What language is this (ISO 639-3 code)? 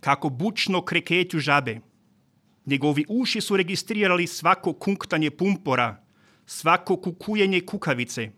hrv